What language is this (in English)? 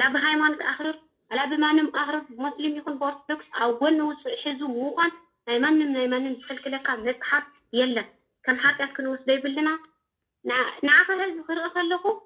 Tigrinya